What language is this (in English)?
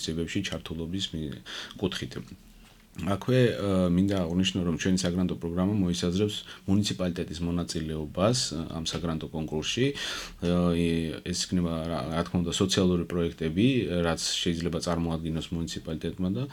Georgian